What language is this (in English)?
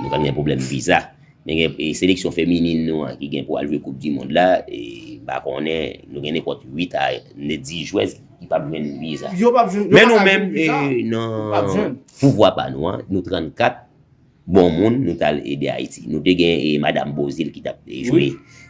Haitian Creole